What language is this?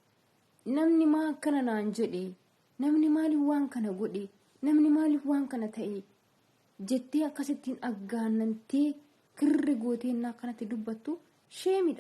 Oromo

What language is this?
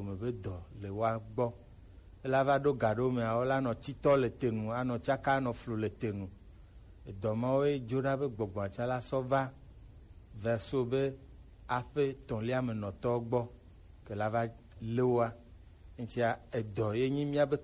Gen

